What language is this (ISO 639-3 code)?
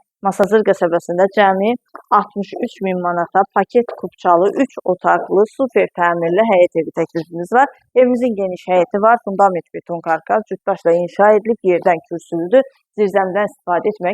aze